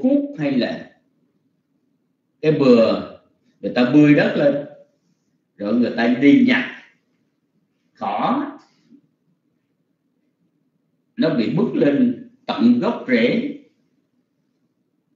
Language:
Vietnamese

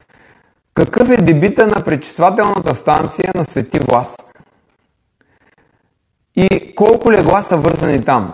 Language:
Bulgarian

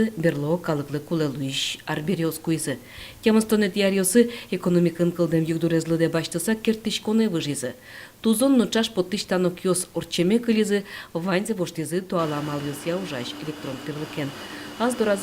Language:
Udmurt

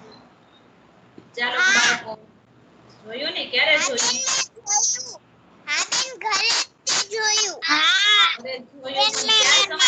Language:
Gujarati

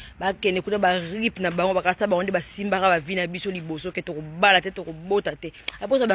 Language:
Lingala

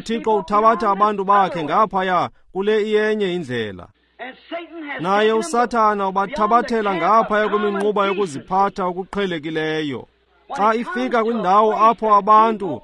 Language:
Xhosa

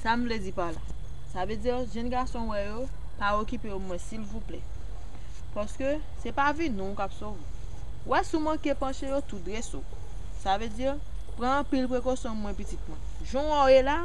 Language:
Haitian Creole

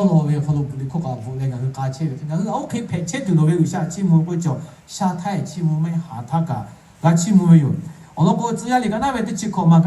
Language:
Lahu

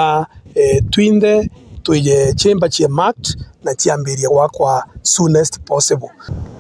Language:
Meru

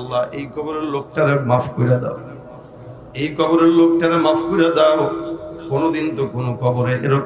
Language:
Bangla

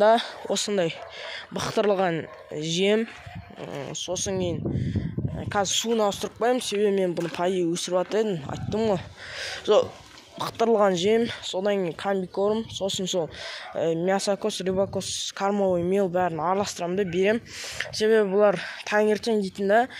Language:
Kazakh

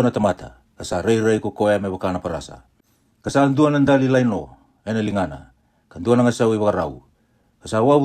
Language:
Fijian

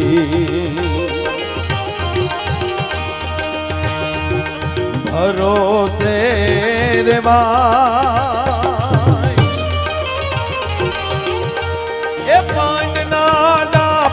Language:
Gujarati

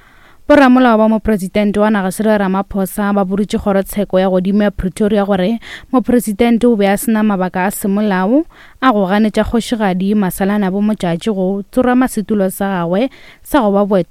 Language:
Northern Sotho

